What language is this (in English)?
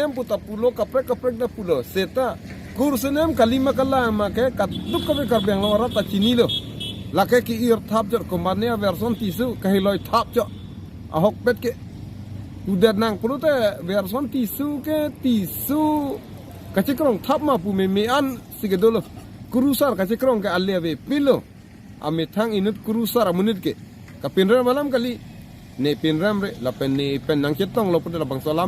Karbi